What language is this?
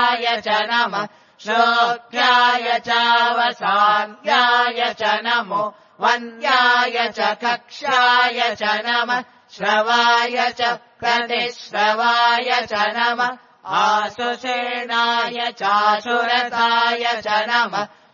Sanskrit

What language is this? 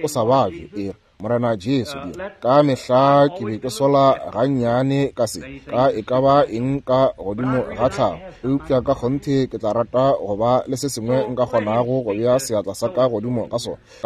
Northern Sotho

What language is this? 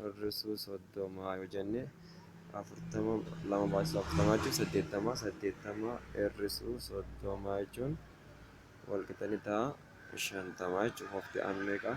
Oromo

